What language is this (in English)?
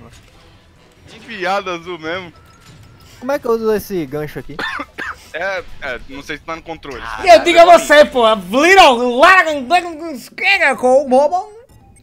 Portuguese